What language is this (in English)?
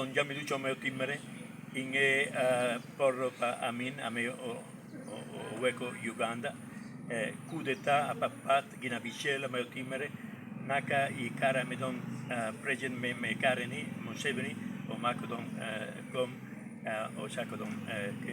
Lango (Uganda)